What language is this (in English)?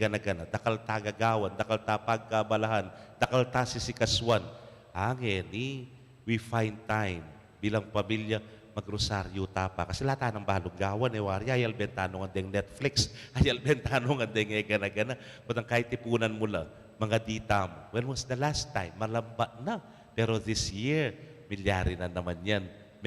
Pampanga